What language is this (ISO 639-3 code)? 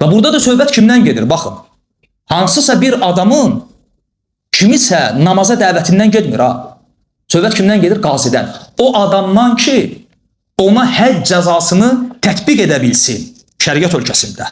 aze